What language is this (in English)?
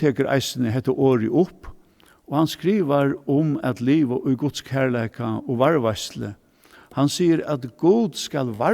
Faroese